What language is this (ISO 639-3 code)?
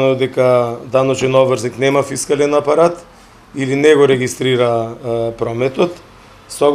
mkd